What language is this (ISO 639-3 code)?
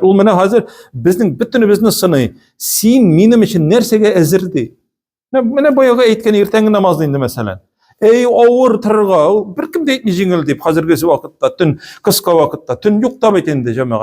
tat